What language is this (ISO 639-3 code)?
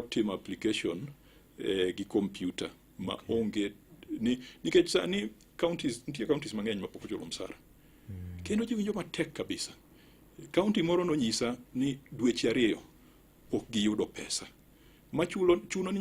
luo